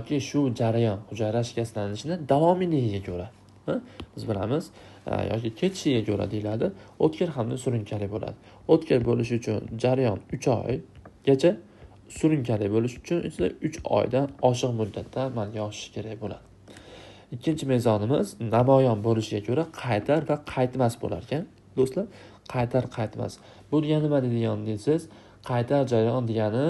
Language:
Uzbek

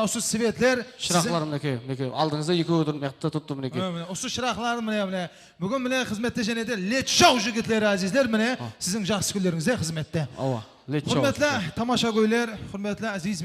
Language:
Kara-Kalpak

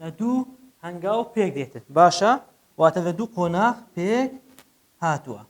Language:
Central Kurdish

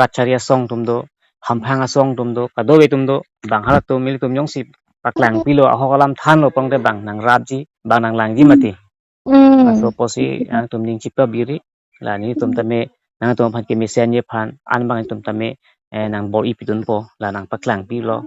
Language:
Karbi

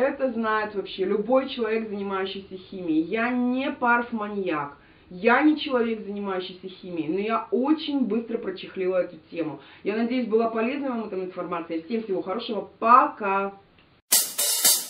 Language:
Russian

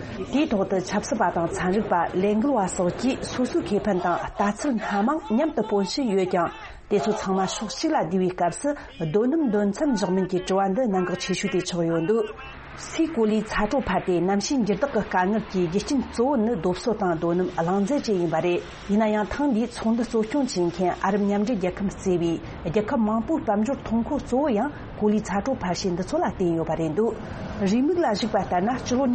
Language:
Tibetan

